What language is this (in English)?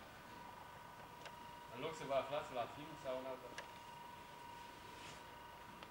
Romanian